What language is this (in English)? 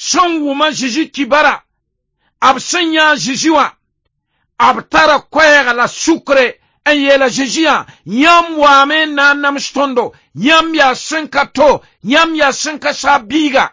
Mossi